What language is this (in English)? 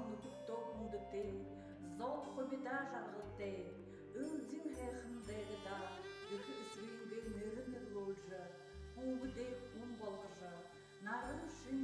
Buriat